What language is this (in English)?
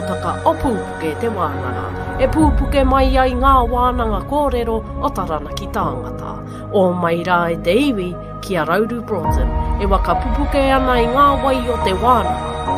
Māori